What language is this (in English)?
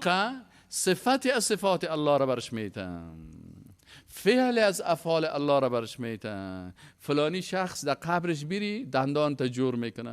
Persian